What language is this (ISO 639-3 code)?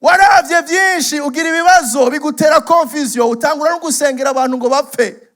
run